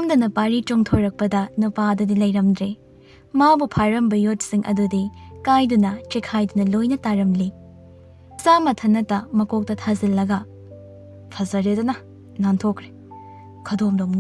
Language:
Manipuri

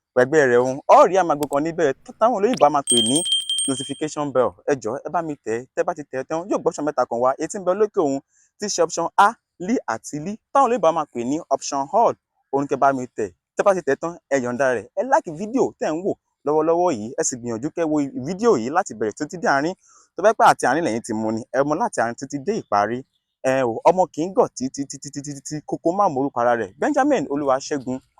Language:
Yoruba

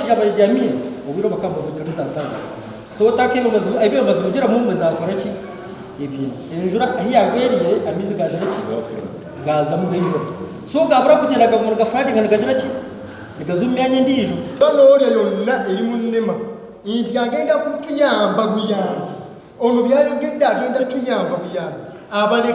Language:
Nyankole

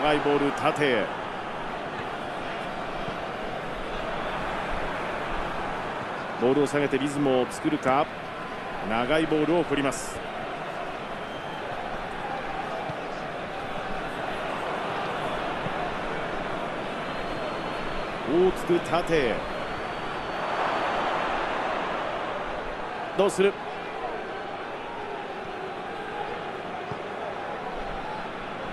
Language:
Japanese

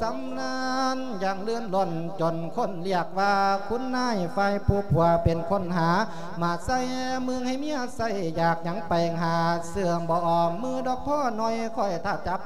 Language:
Lao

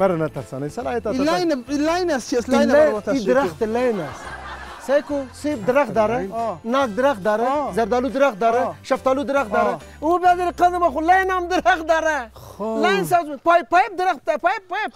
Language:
Persian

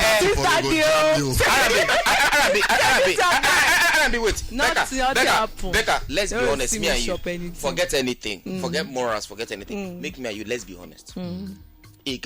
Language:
Nigerian Pidgin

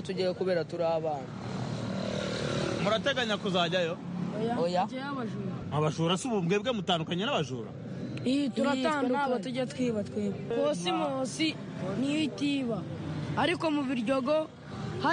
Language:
Kinyarwanda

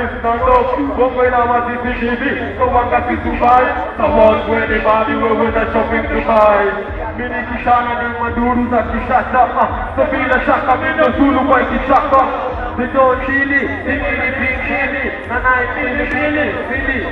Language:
Swahili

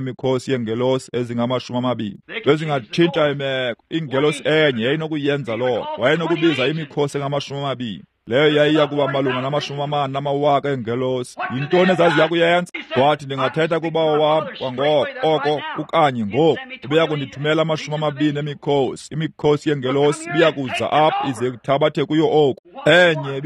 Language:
Xhosa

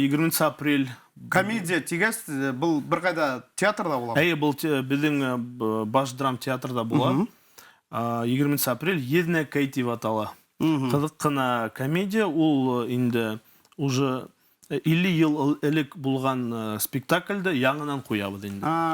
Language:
Bashkir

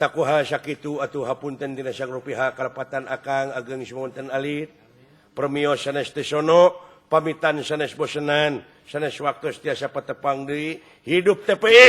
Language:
Sundanese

